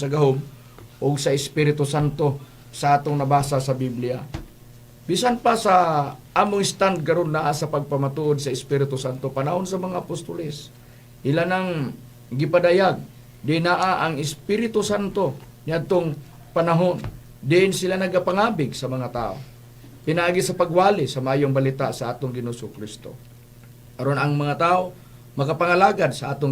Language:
Cebuano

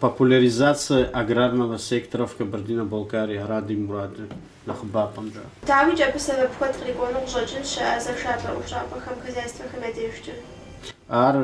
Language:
Kabardian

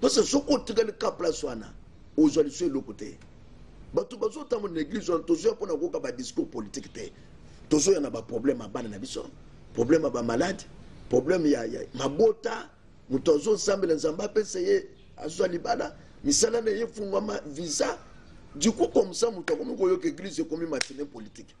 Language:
Lingala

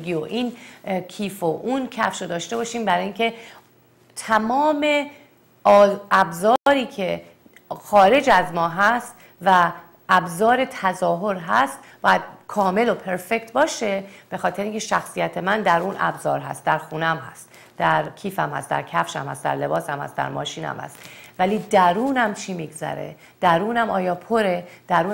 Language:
Persian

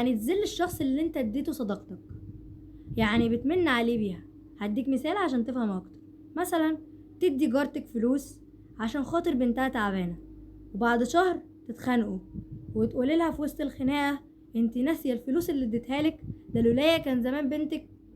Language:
Egyptian Arabic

